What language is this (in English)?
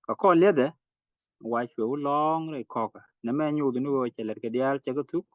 Nuer